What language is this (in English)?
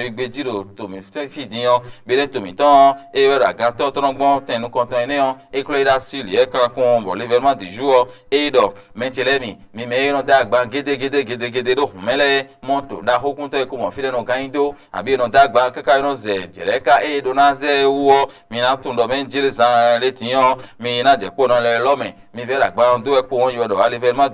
Fon